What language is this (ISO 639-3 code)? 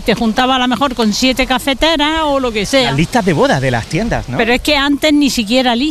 spa